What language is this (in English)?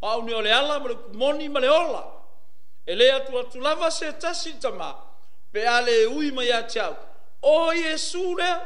Samoan